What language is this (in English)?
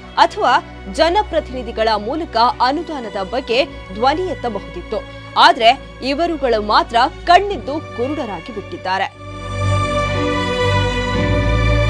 Kannada